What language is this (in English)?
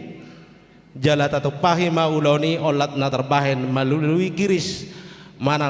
Batak Toba